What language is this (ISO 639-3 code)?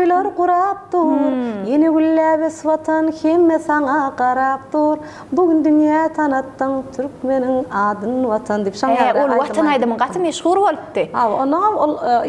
tuk